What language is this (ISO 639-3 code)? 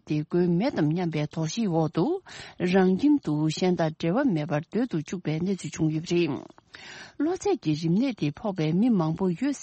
bod